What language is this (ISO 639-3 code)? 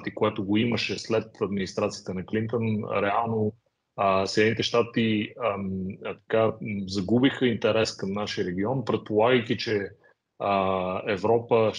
bul